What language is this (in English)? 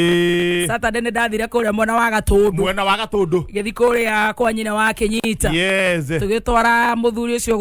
Kikuyu